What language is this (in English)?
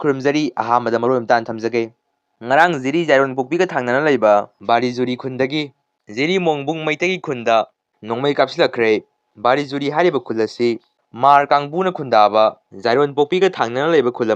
Manipuri